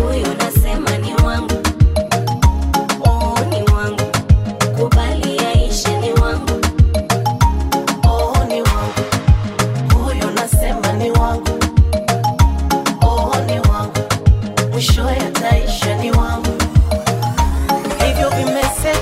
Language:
Swahili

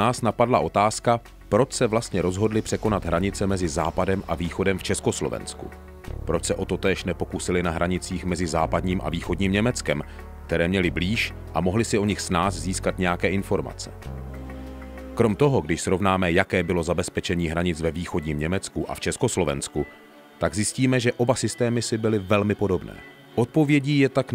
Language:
Czech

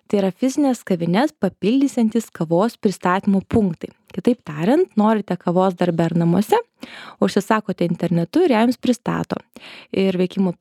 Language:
Lithuanian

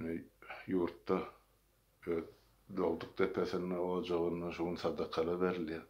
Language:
Turkmen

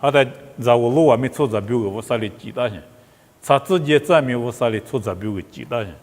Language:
Lisu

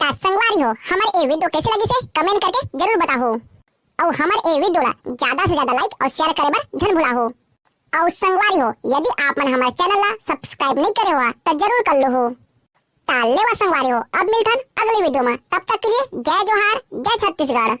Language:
Chhattisgarhi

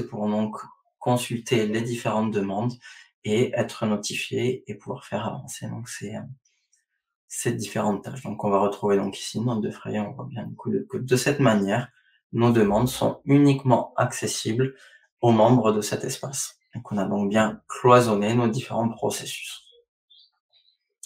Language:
French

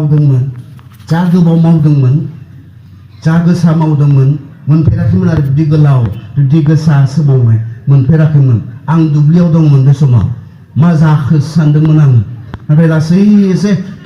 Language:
Bodo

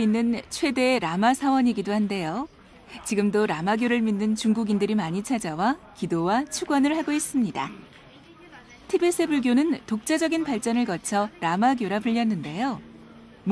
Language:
Korean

